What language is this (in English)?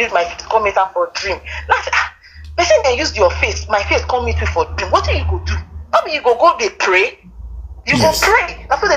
Nigerian Pidgin